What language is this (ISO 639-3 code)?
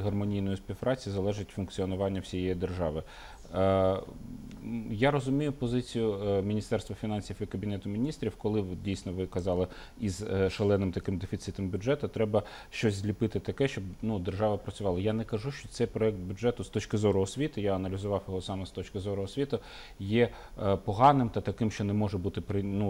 ukr